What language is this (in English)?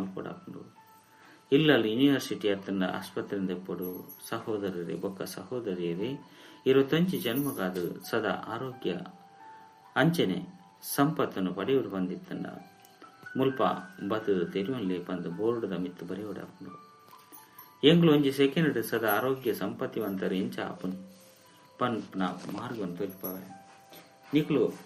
Tulu